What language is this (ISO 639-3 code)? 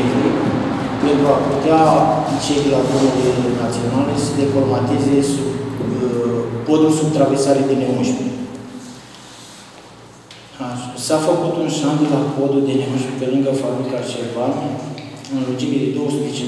ron